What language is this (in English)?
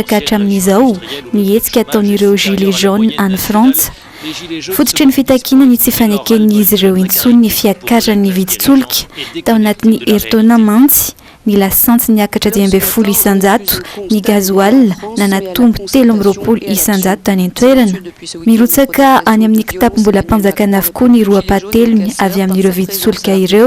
Malagasy